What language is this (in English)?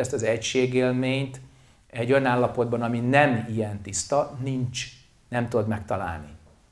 Hungarian